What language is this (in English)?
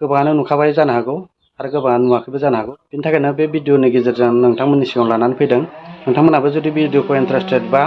Bodo